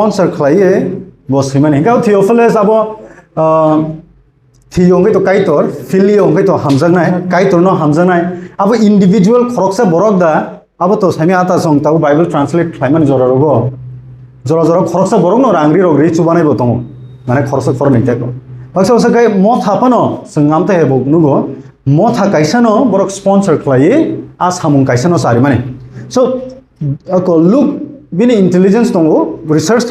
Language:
Kok Borok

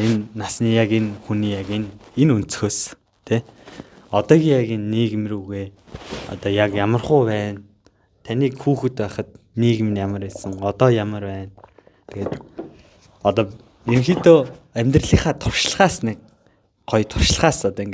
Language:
Mongolian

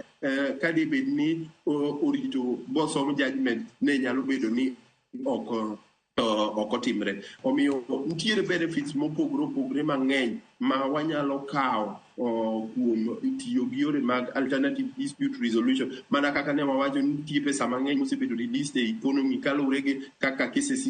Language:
Luo (Kenya and Tanzania)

